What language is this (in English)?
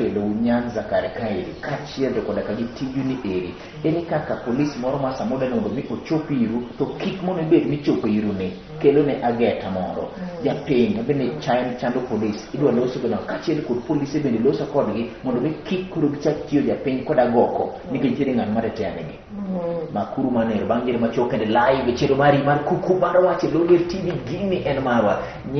Luo (Kenya and Tanzania)